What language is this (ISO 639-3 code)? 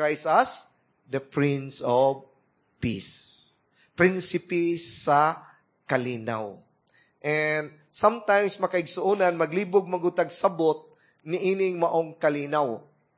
ceb